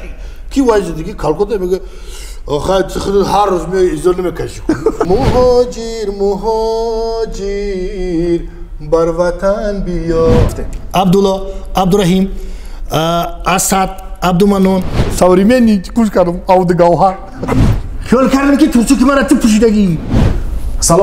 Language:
Tajik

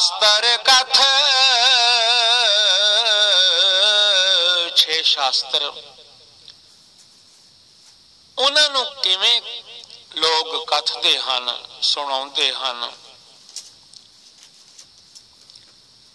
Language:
Punjabi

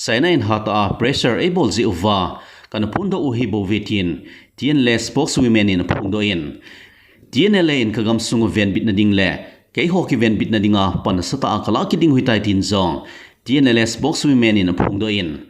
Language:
Thado Chin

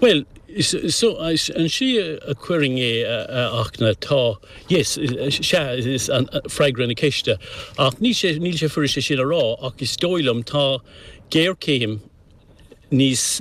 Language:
Irish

